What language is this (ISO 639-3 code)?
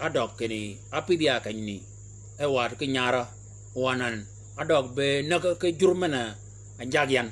shk